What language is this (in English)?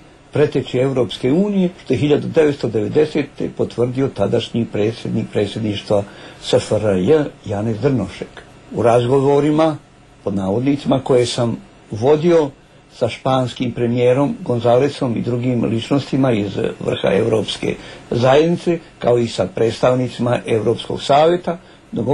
Serbian